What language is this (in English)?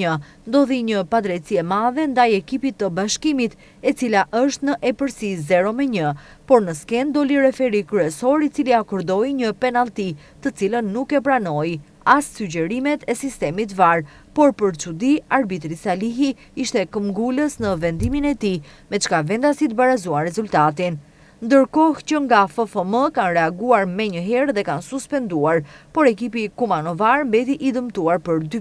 Albanian